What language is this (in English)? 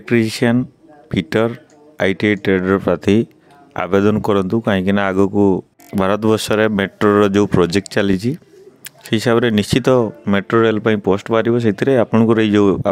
Odia